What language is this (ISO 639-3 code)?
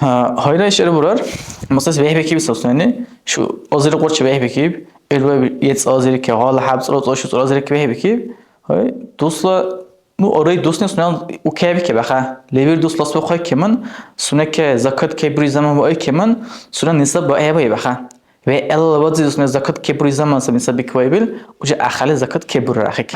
dar